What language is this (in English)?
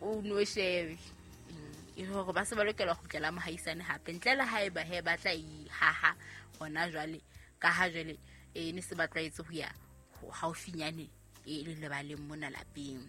Southern Sotho